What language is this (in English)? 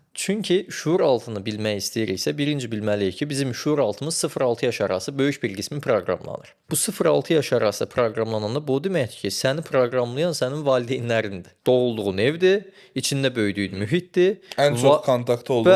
Azerbaijani